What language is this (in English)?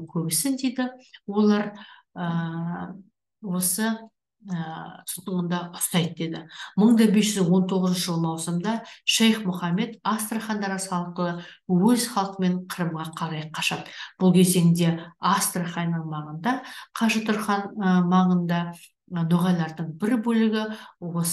Kazakh